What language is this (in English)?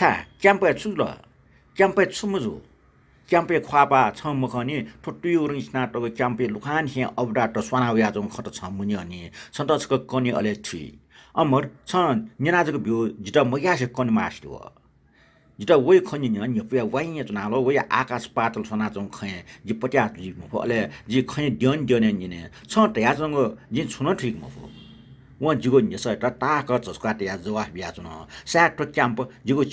Newari